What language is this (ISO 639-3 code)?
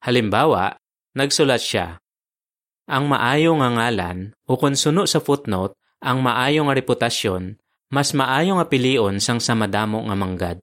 hil